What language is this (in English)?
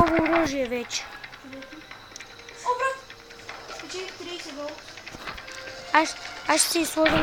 Bulgarian